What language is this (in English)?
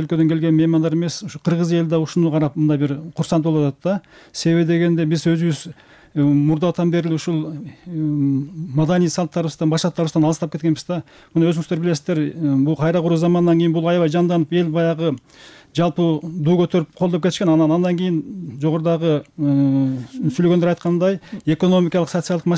Kyrgyz